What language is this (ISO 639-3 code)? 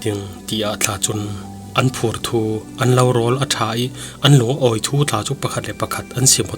cfm